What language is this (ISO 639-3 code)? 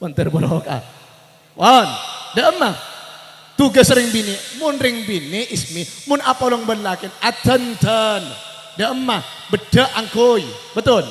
mad